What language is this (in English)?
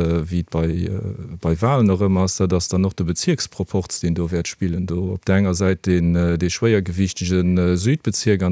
Luxembourgish